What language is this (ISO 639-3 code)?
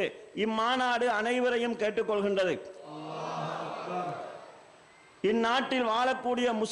tam